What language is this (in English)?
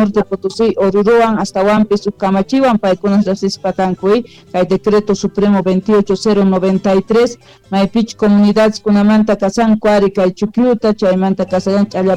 South Bolivian Quechua